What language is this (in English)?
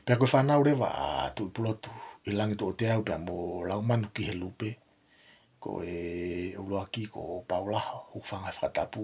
Tongan